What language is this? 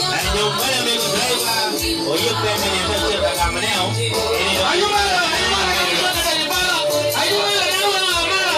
Acoli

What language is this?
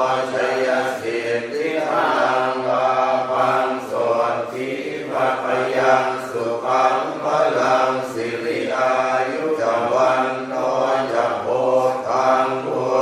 Pali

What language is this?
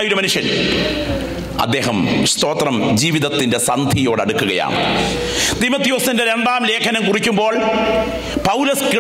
Malayalam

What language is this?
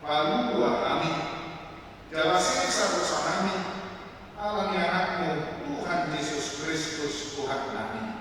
Batak Toba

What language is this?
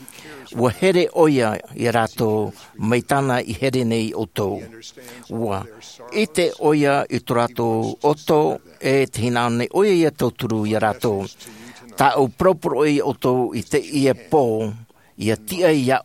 Tahitian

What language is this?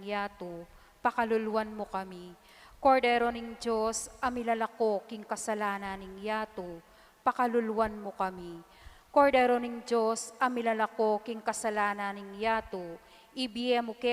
Pampanga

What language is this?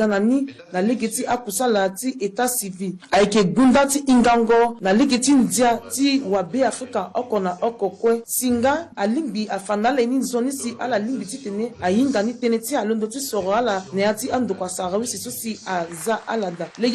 Sango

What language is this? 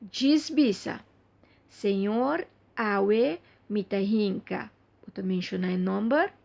Papiamento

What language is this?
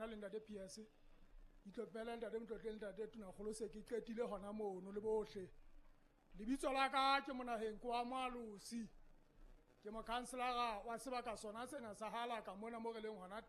Southern Sotho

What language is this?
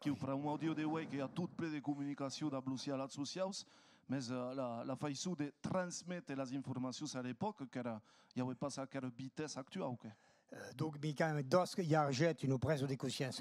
Occitan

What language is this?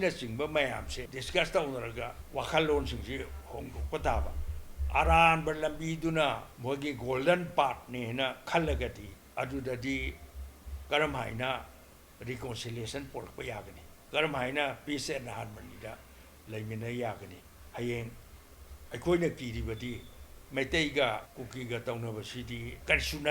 Manipuri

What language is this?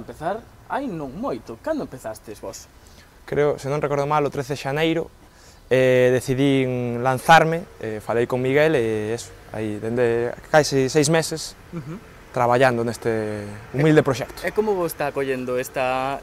Galician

